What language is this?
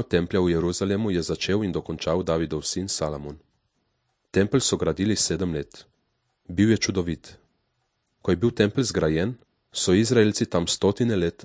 Slovenian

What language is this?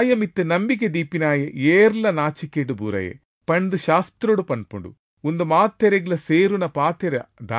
Tulu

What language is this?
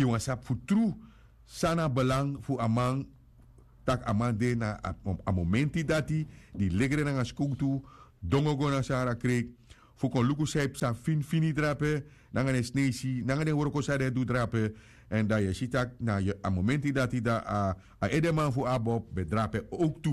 Sranan Tongo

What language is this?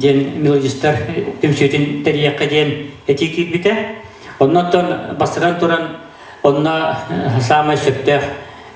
Yakut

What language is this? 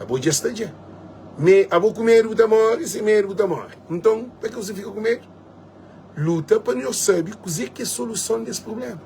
Kabuverdianu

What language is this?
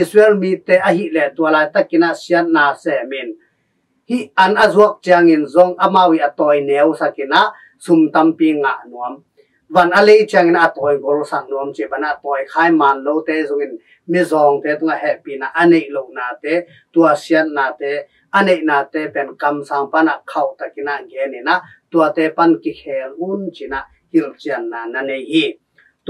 Tedim Chin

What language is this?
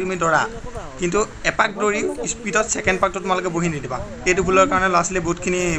Assamese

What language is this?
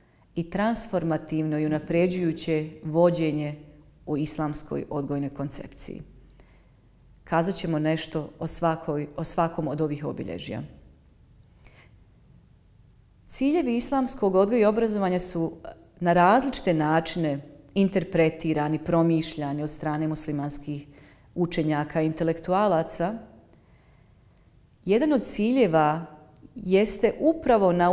Bosnian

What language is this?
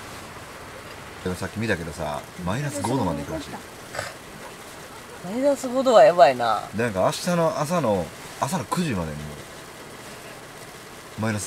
Japanese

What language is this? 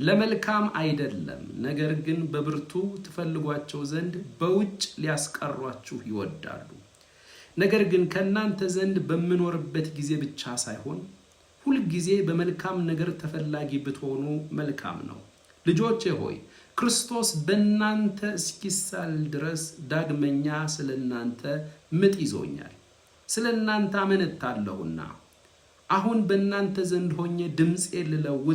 Amharic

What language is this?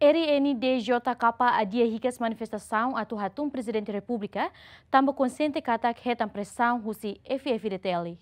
Tetum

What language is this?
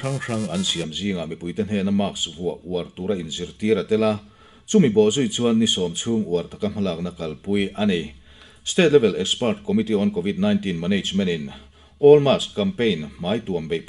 Mizo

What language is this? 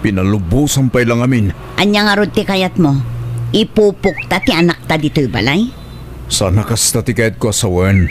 Iloko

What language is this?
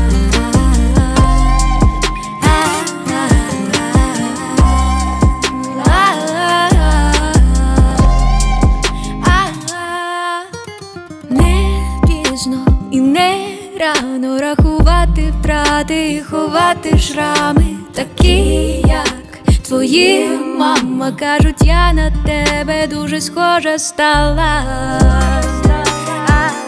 Ukrainian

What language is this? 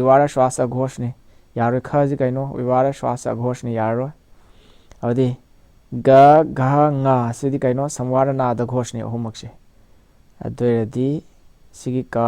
Manipuri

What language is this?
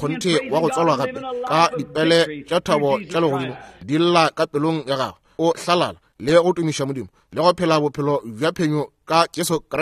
Northern Sotho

